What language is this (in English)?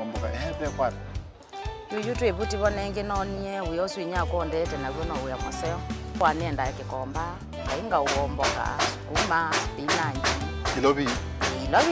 Kamba